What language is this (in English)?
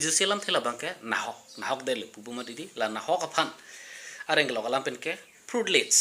Karbi